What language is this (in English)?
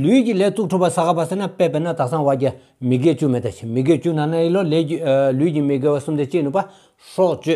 Stod Bhoti